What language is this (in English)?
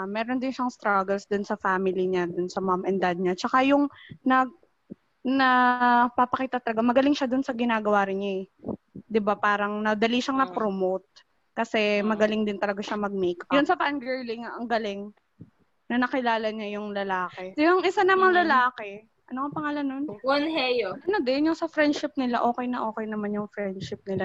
Filipino